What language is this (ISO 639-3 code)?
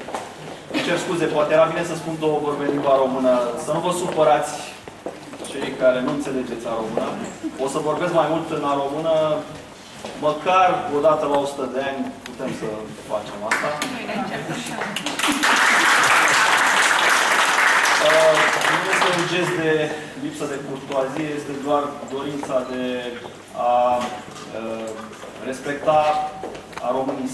ron